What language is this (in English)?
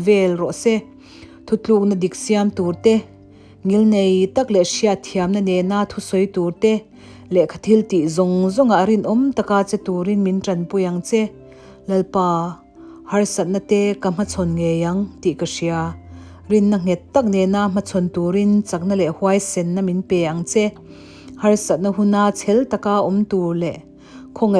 Mizo